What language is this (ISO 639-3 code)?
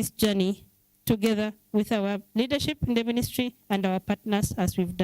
kam